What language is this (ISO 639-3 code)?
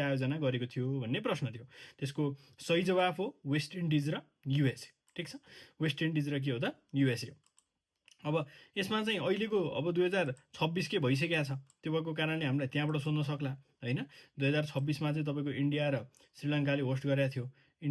nep